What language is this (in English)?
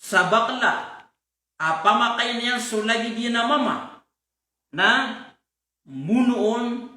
Maranao